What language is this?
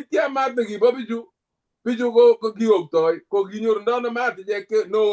Kalenjin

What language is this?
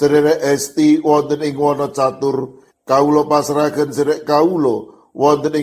Javanese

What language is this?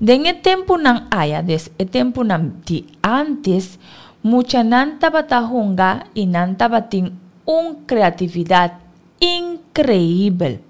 Papiamento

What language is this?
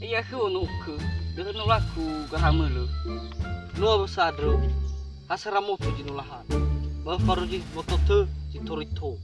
Nias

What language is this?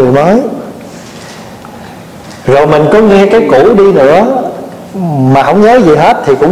Vietnamese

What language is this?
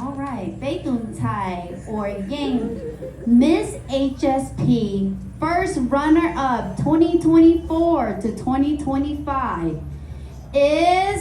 Hmong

